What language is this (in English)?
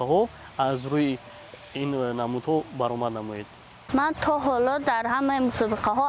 Tajik